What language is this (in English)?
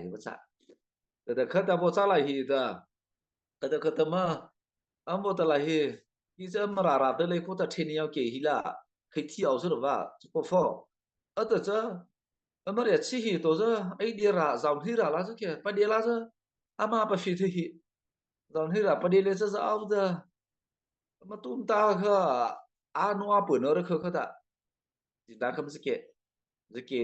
Mara Chin